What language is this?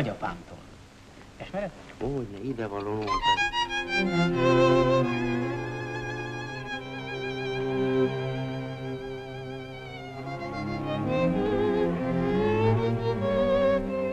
Hungarian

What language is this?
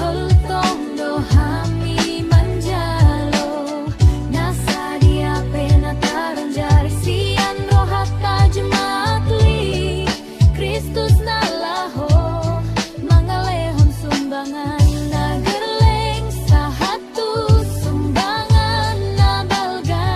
Batak Toba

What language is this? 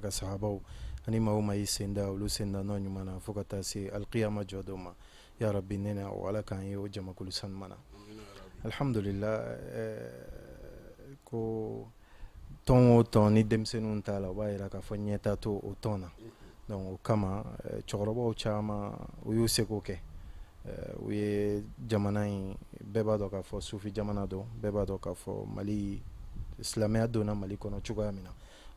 Bambara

